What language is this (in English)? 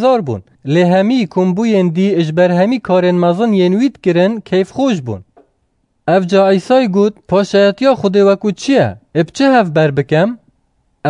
Kurdish